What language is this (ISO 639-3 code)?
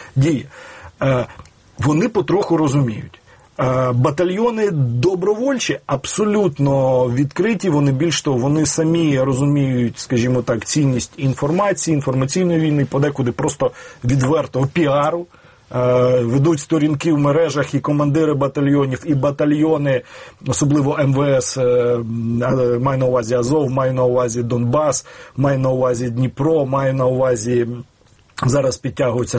ukr